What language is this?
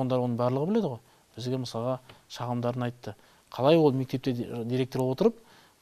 Kazakh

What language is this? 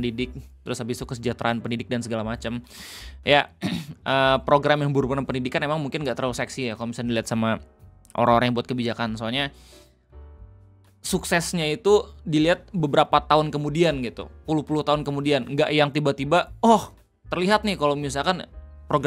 Indonesian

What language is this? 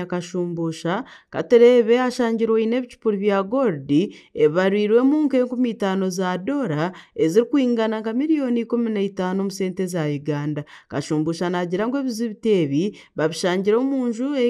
Nyankole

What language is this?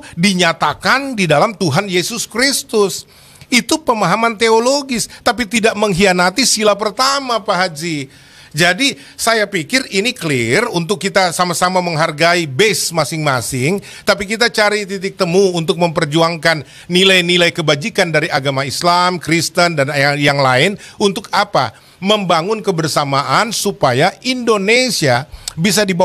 Indonesian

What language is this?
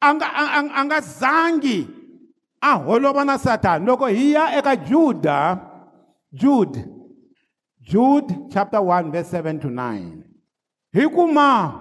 Tsonga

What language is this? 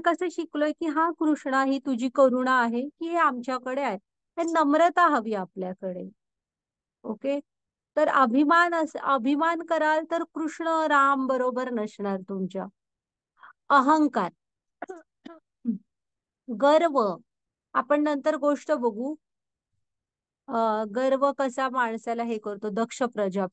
Marathi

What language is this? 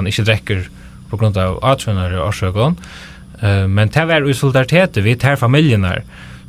Faroese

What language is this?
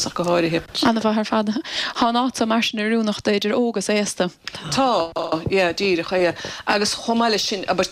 Irish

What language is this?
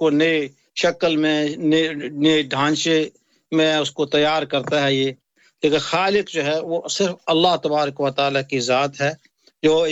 Urdu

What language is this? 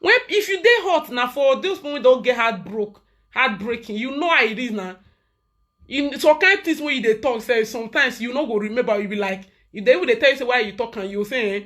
Nigerian Pidgin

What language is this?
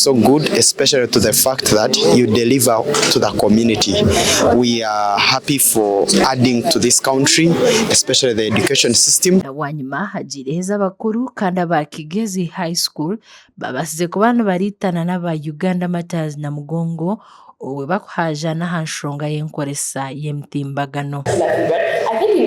Nyankole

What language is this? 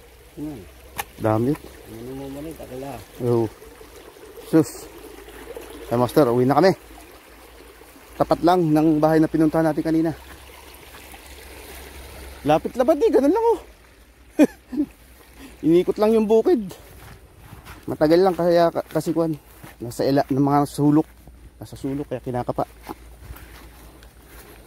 Filipino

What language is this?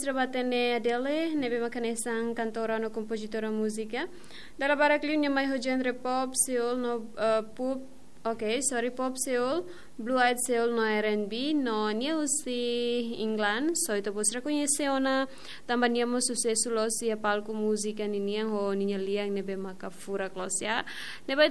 Tetum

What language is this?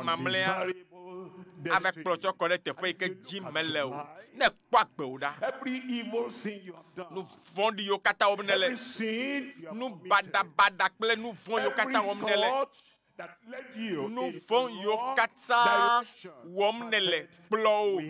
Ewe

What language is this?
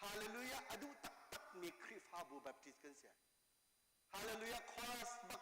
Hakha Chin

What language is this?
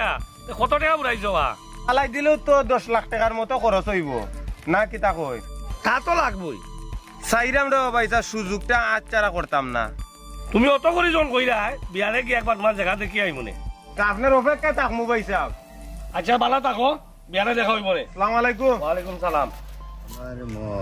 Sylheti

